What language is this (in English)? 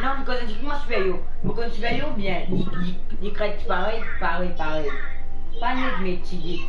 Morisyen